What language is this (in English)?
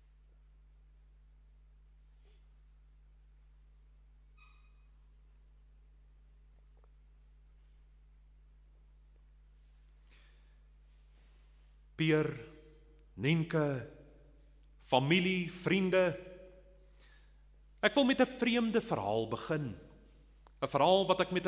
Afrikaans